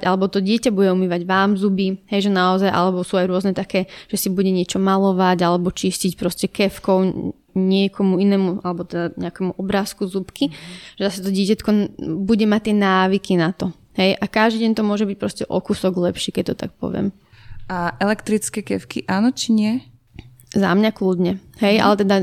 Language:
Slovak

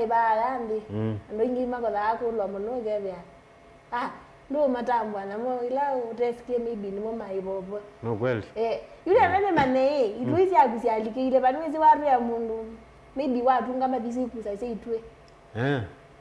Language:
Kamba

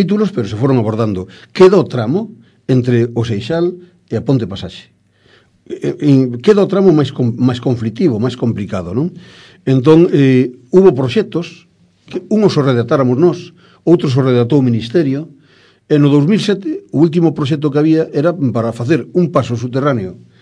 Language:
Galician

